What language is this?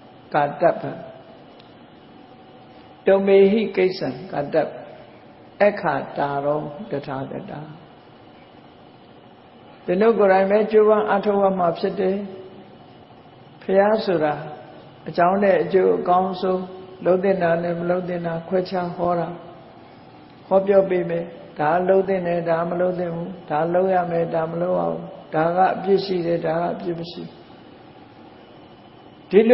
Burmese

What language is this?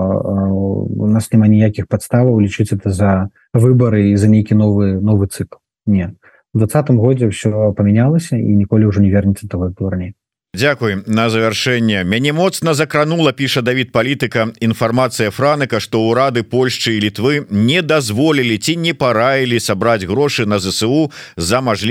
Belarusian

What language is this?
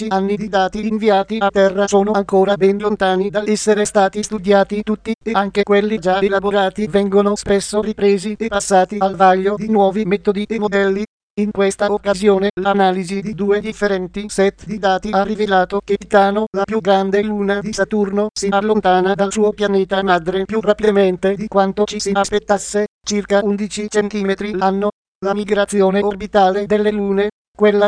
Italian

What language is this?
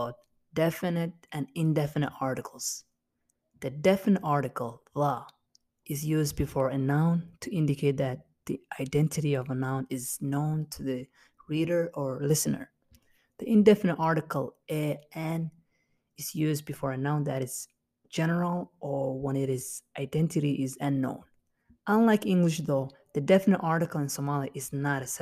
English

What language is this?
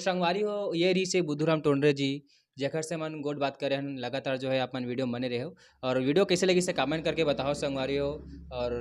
Chhattisgarhi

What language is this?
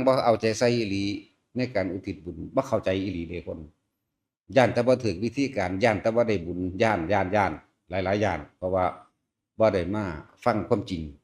Northeastern Thai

